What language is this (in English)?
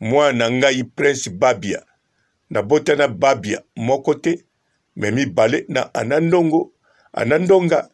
Lingala